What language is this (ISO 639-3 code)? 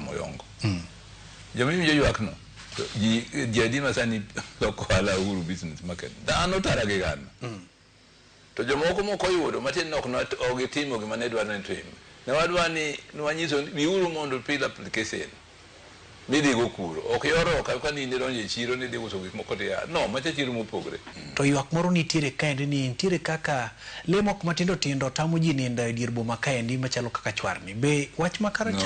luo